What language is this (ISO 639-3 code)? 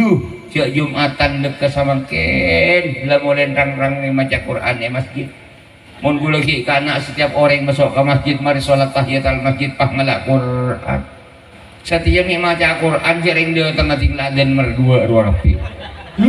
mad